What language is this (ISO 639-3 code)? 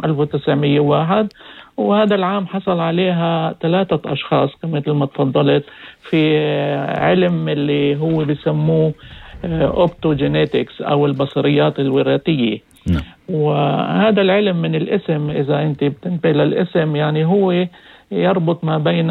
apc